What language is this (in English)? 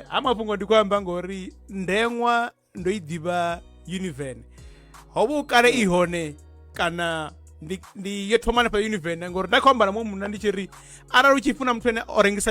Venda